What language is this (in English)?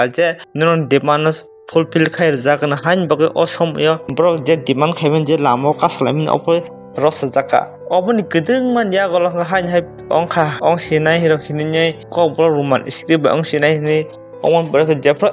Kok Borok